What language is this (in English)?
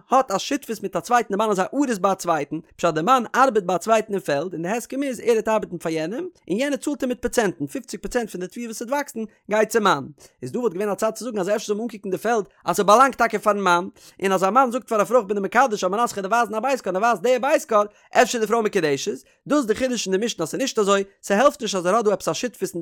Yiddish